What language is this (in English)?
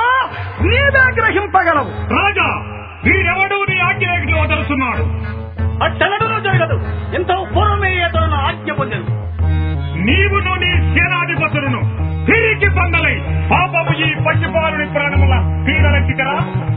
Telugu